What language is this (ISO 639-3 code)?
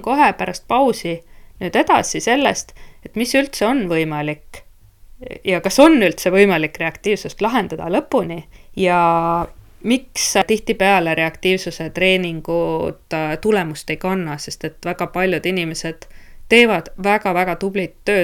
est